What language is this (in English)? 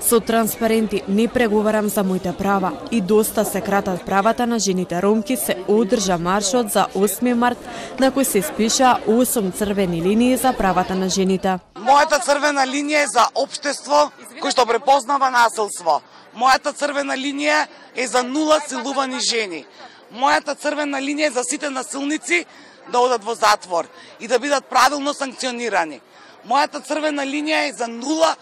Macedonian